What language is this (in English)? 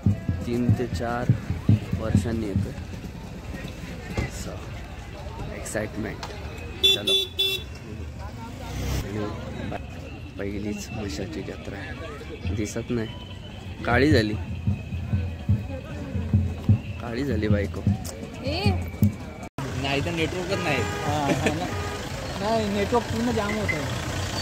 Marathi